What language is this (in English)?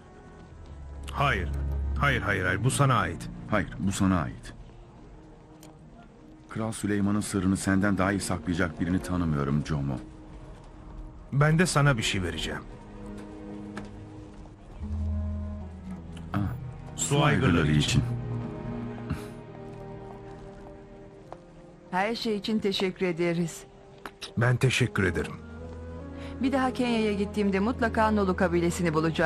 Turkish